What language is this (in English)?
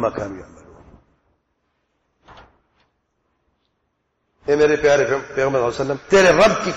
Urdu